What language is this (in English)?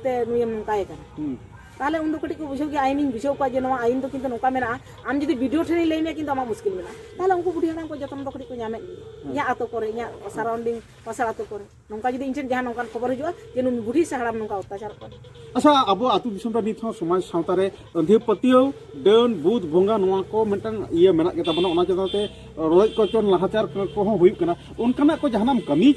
Santali